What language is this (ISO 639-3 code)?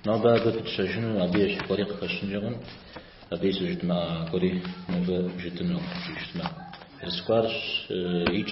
kbd